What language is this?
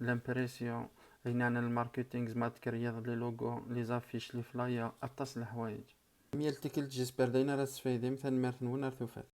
Kabyle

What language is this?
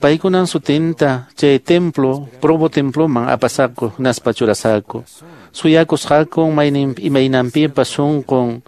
Quechua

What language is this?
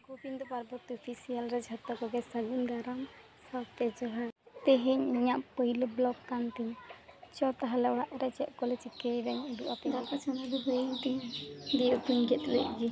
Santali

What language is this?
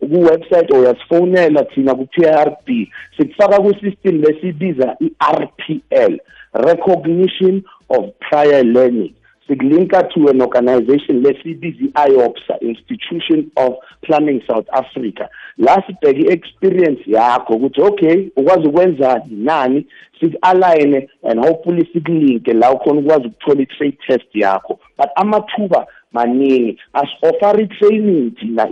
South Ndebele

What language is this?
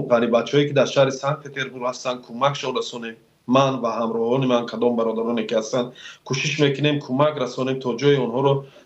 Tajik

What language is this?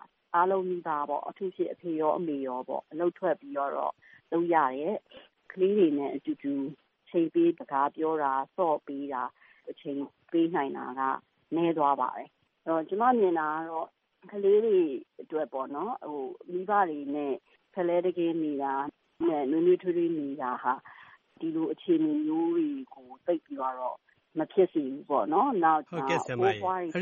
Burmese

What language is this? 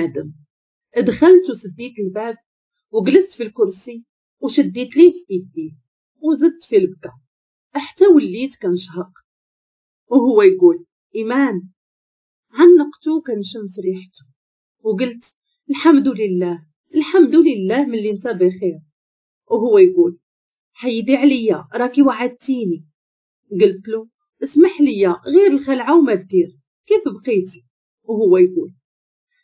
Moroccan Arabic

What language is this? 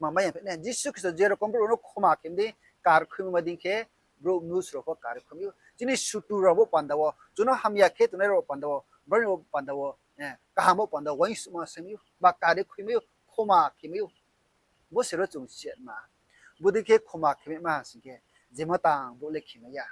Riang (India)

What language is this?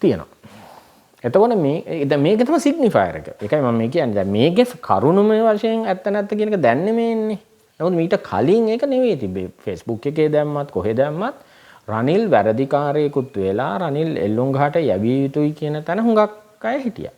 Sinhala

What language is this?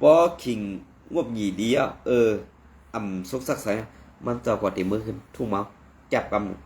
Shan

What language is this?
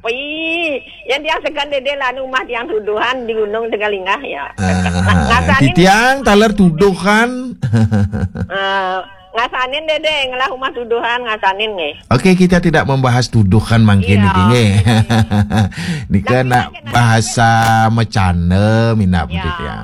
Balinese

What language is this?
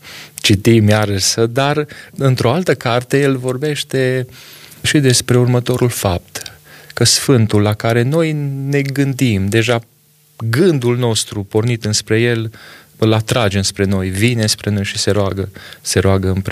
Romanian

